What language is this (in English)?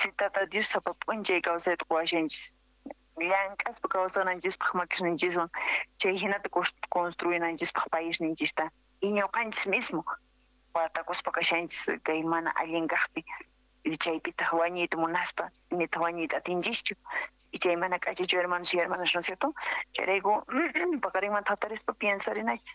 South Bolivian Quechua